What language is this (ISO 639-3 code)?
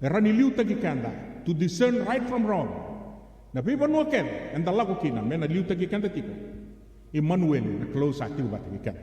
fij